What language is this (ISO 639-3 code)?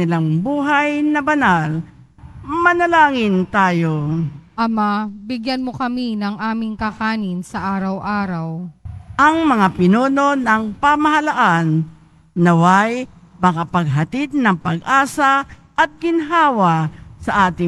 fil